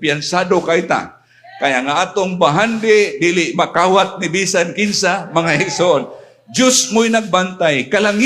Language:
Cebuano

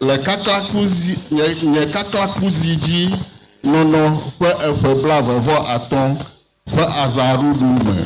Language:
Ewe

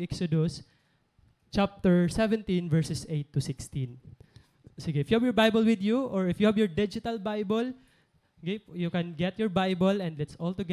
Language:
Waray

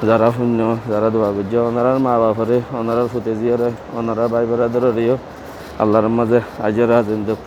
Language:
Rohingya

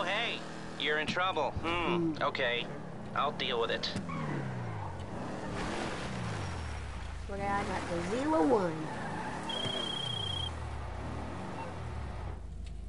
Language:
English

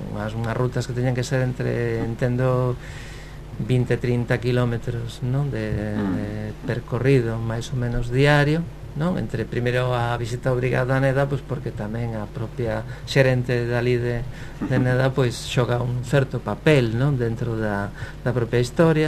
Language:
Galician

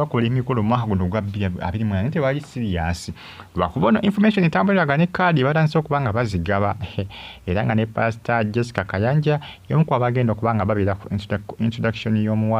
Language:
Ganda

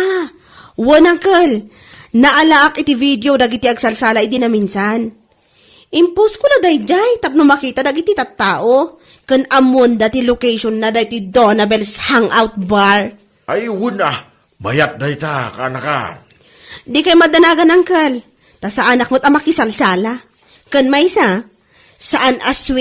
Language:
Iloko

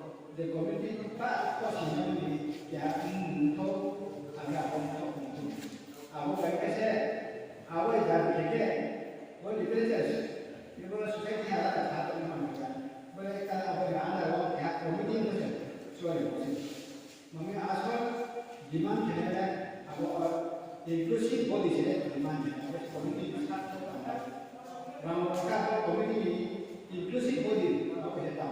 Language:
Riang (India)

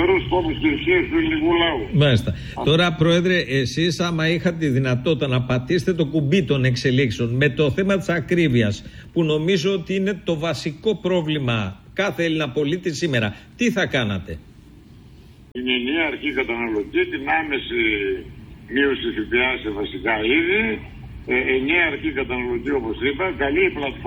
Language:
Greek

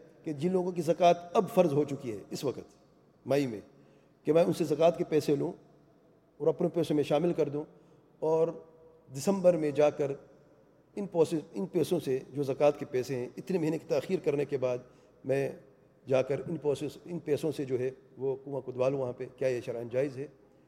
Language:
Urdu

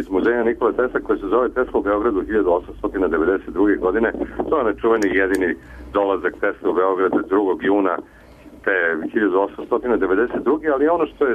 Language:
Serbian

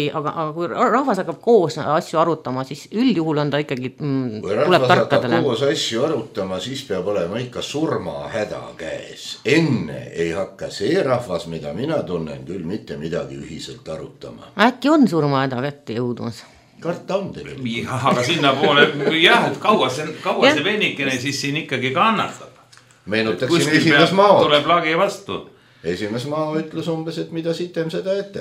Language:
Estonian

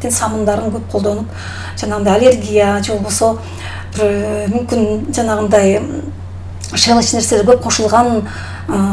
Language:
Kyrgyz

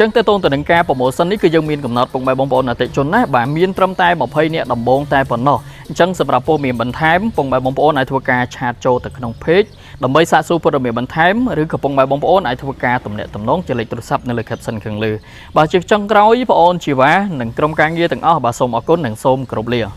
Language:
Khmer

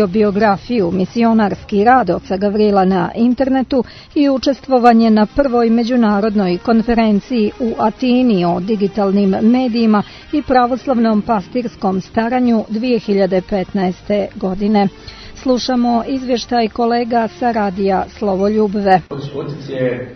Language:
Serbian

